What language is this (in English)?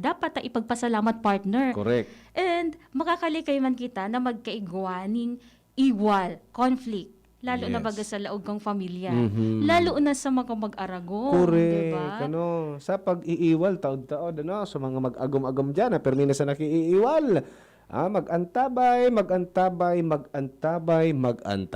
Bikol